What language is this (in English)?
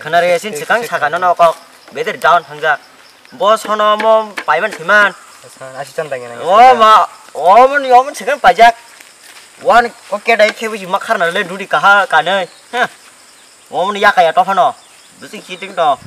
Kok Borok